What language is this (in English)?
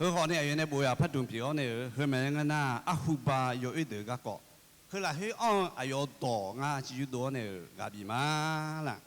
Akha